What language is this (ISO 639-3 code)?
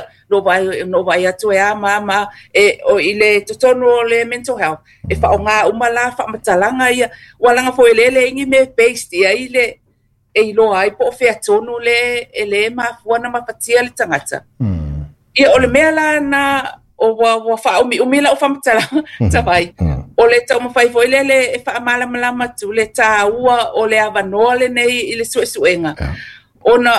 smo